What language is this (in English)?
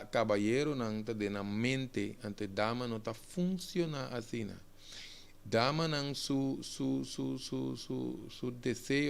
Papiamento